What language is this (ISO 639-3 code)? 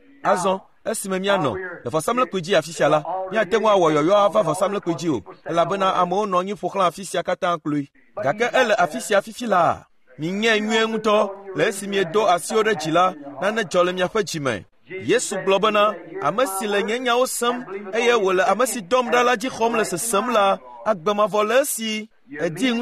ewe